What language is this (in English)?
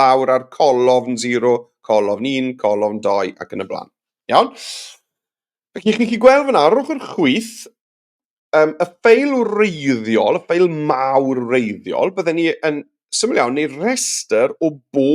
Welsh